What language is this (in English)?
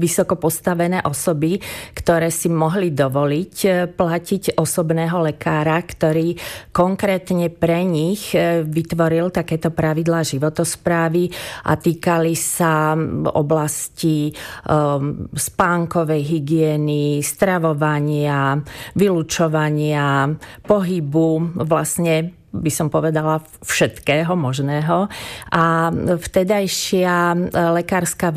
Slovak